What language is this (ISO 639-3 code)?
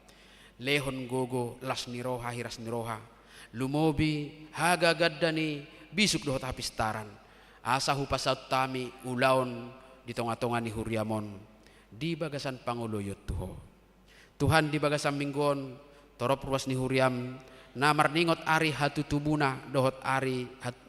bbc